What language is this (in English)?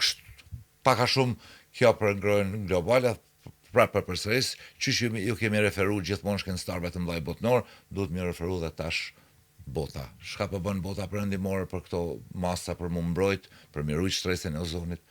Albanian